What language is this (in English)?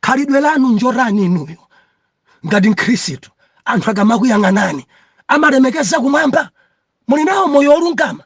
Nyanja